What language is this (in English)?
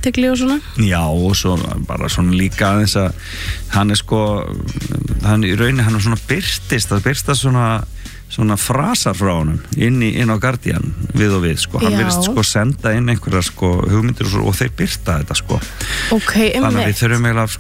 Icelandic